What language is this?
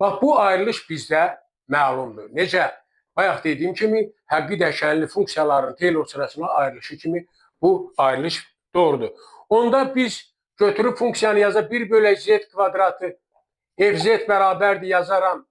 Azerbaijani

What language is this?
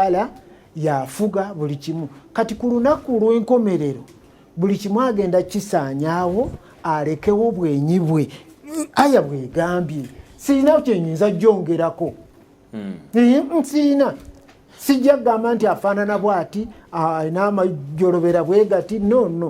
Ganda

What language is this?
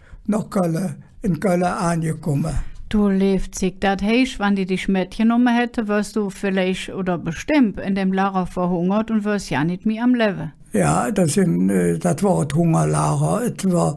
Colognian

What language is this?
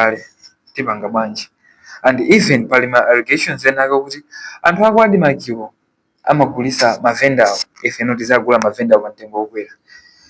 Nyanja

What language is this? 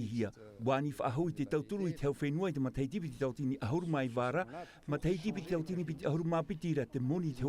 Tahitian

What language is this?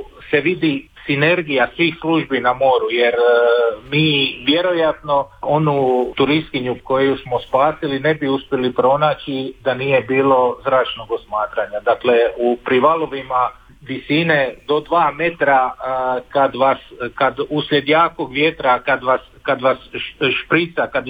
Croatian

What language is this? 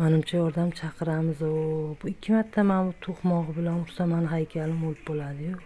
Uzbek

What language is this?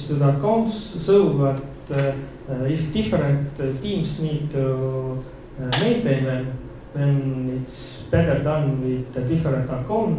English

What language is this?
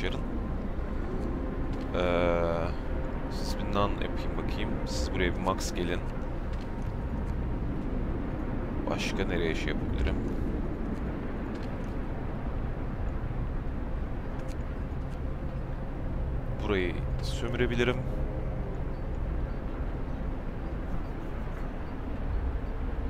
Turkish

